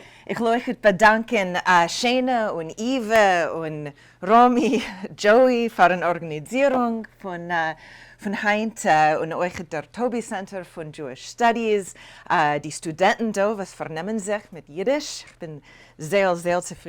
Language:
Yiddish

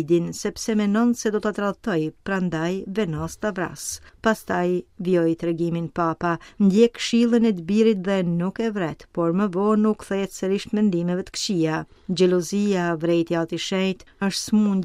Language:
Albanian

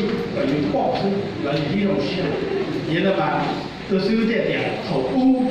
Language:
Hmong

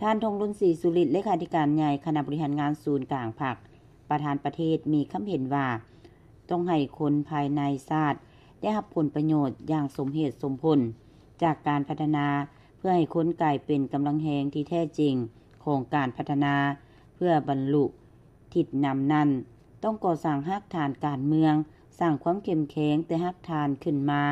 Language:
Lao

